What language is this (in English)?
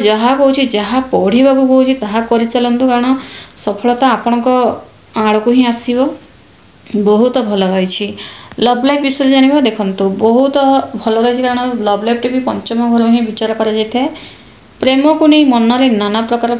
Odia